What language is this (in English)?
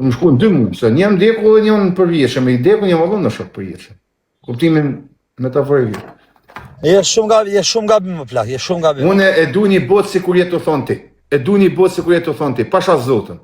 Albanian